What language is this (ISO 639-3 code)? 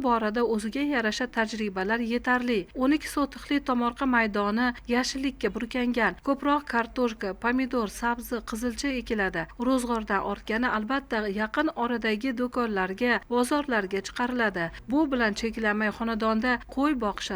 uzb